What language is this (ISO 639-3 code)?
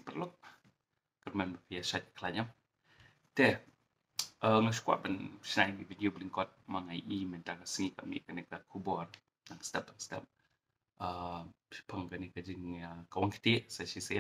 kha